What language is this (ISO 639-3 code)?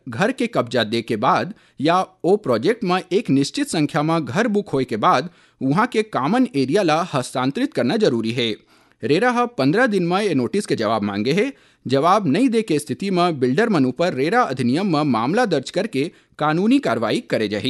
hne